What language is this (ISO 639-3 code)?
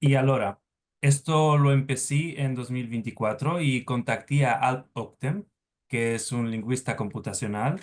lad